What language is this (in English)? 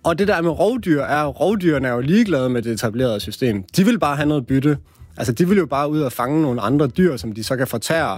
Danish